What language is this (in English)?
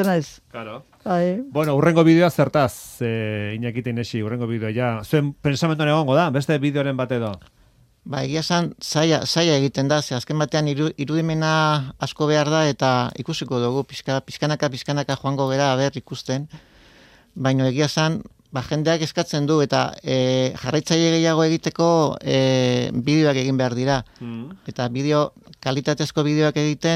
Basque